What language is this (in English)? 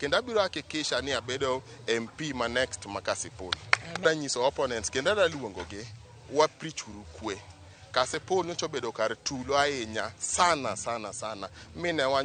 Luo (Kenya and Tanzania)